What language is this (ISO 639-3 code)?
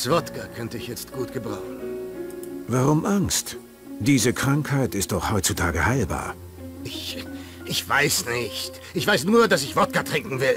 bar